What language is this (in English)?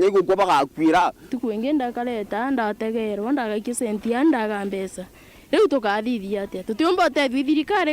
Meru